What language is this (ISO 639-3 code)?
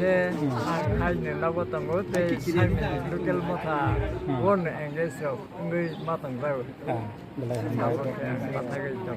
trp